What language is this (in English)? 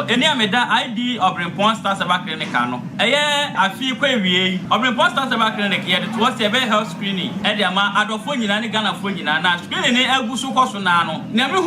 Akan